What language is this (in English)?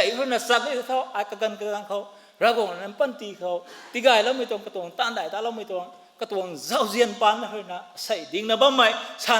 Rongmei Naga